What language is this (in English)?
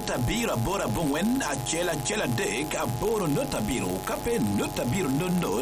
Lango (Uganda)